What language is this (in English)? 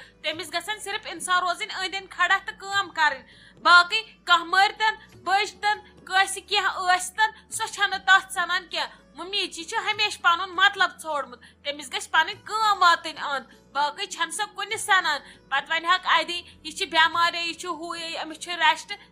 Kashmiri